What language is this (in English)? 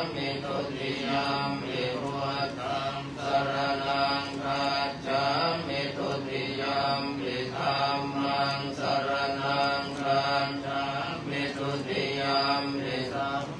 Pali